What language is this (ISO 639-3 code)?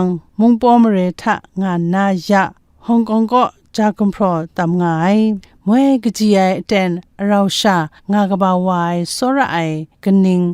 kac